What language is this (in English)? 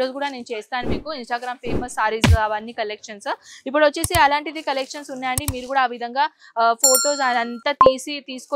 Telugu